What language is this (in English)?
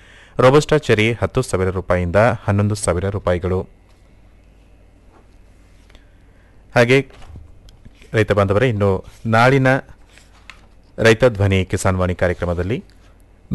Kannada